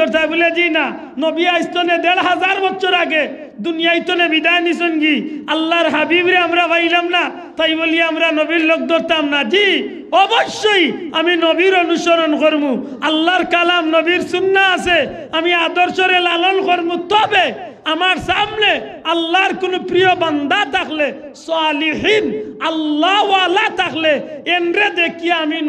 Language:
Sylheti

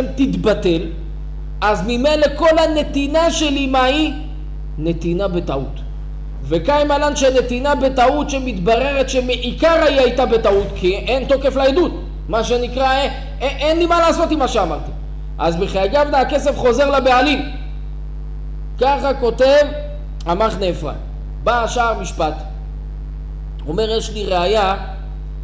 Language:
Hebrew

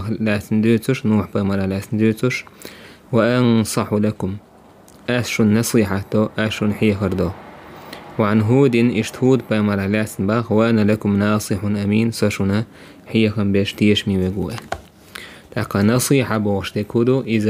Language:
Chechen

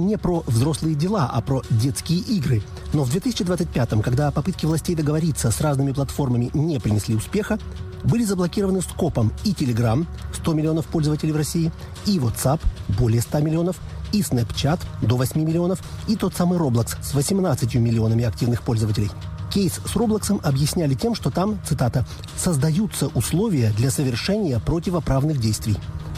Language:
Russian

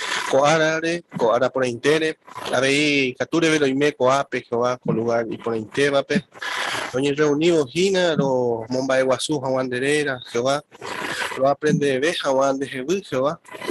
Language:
Guarani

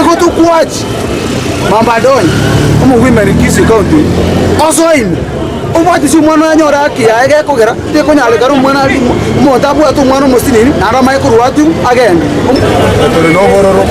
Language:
Gusii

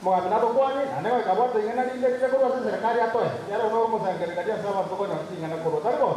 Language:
Gusii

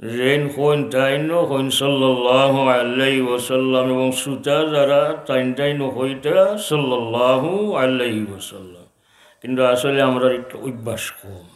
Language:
Sylheti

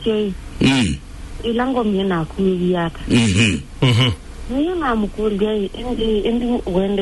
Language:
Kamba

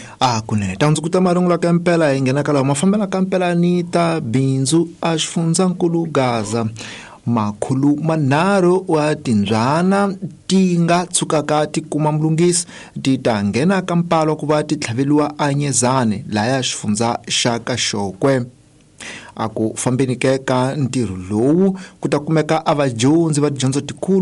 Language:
Tsonga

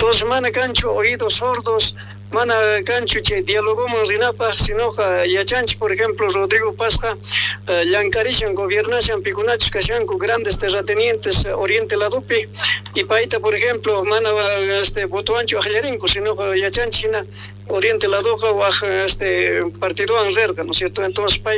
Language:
South Bolivian Quechua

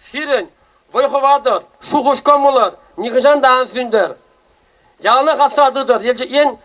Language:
Chuvash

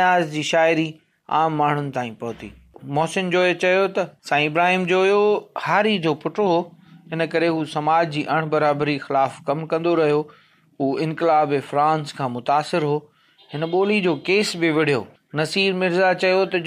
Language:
Sindhi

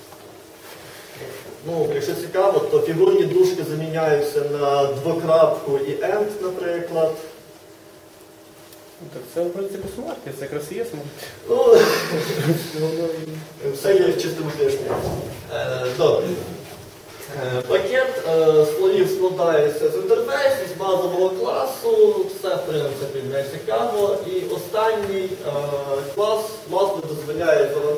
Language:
Ukrainian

